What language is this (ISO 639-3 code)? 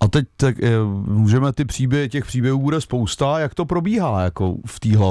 ces